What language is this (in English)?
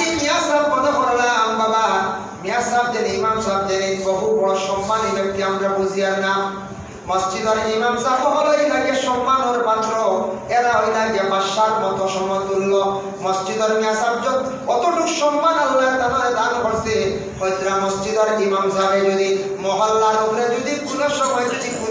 Sylheti